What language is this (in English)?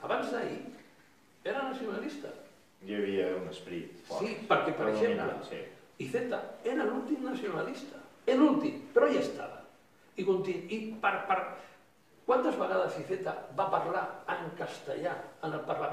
Catalan